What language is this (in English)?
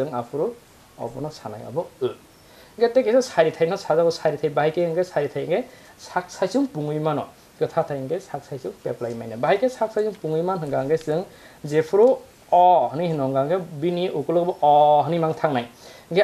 Kok Borok